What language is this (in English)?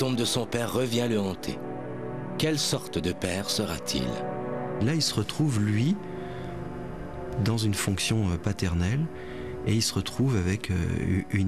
French